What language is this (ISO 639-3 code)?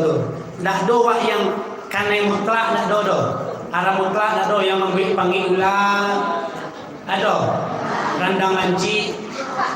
min